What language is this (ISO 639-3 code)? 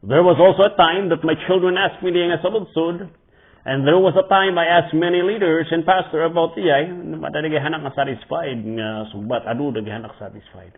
ilo